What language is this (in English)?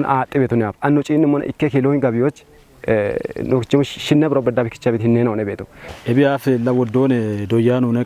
Kafa